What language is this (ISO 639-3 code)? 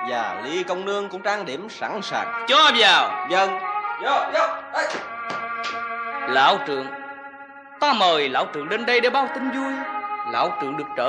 vie